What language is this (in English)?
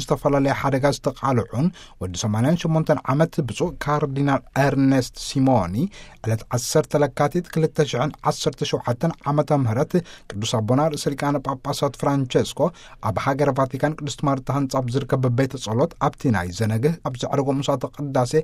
Tigrinya